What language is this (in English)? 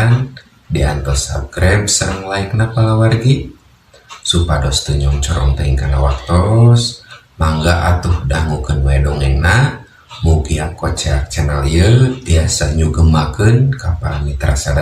Sundanese